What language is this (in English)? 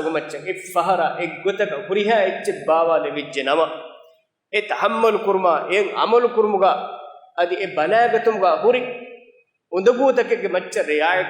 Divehi